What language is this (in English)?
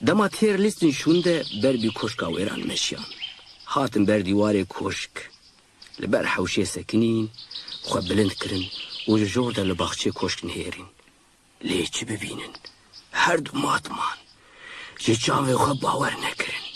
Kurdish